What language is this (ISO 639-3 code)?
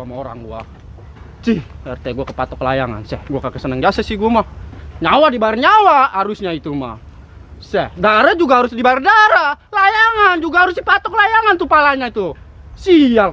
bew